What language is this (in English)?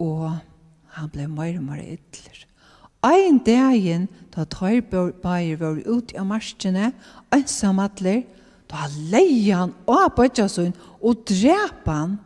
Faroese